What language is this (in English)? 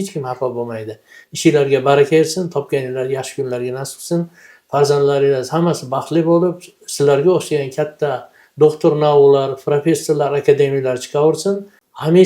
Uzbek